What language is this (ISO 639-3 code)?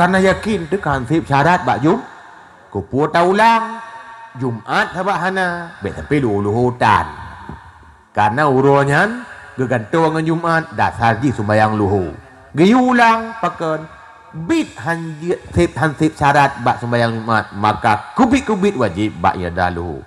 ace